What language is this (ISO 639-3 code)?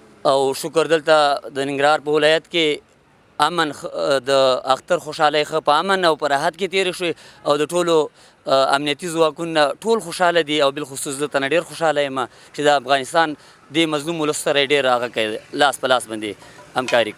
pus